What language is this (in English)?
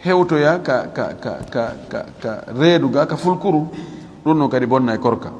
Fula